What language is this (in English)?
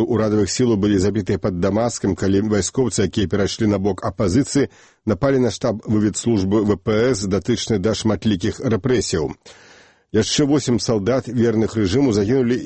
Belarusian